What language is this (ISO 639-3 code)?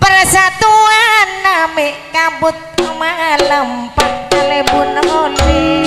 mad